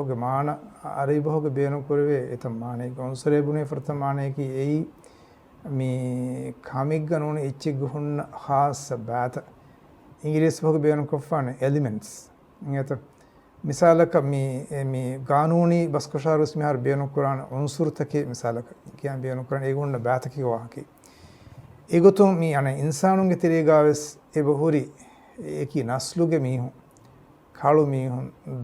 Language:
Divehi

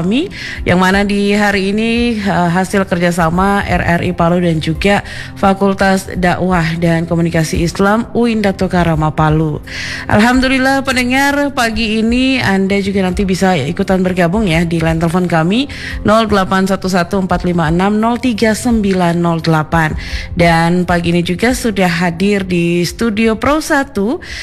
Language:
Indonesian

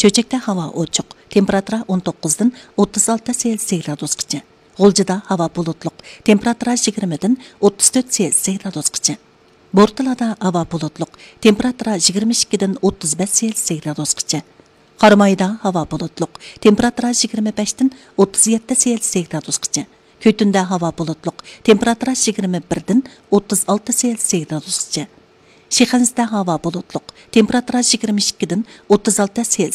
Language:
Uyghur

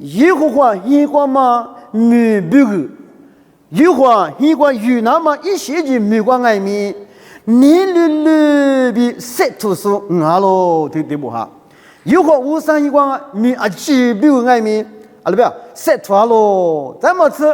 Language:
Lisu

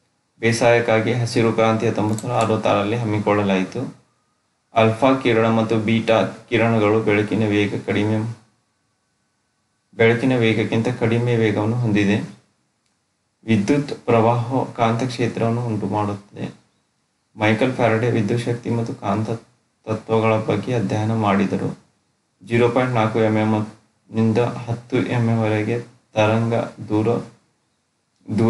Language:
Kannada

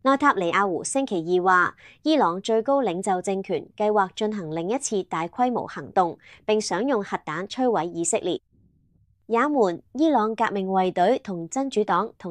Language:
Cantonese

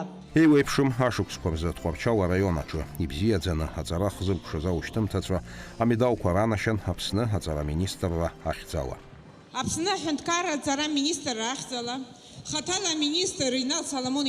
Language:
Abkhazian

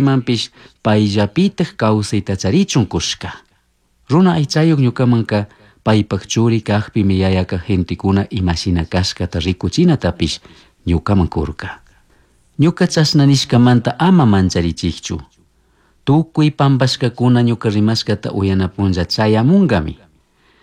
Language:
Chimborazo Highland Quichua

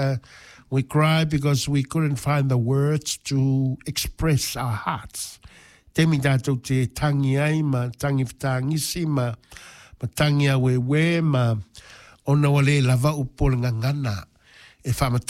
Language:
Samoan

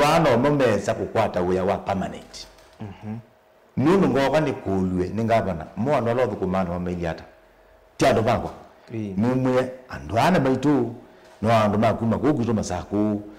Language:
Kamba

